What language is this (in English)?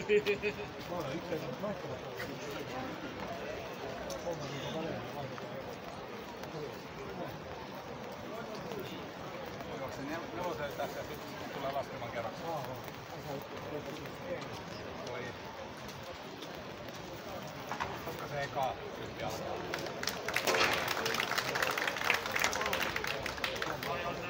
Finnish